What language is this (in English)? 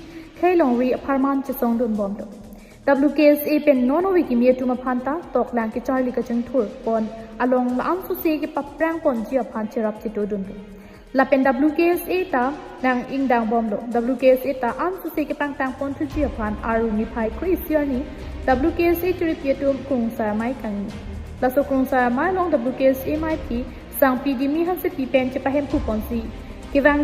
Karbi